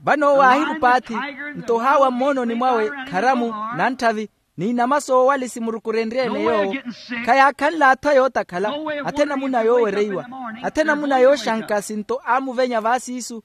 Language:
Makhuwa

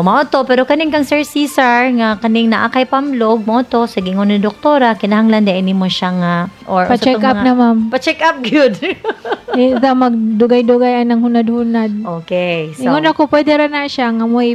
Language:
Cebuano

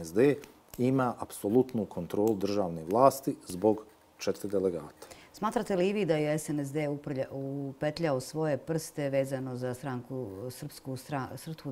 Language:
Bosnian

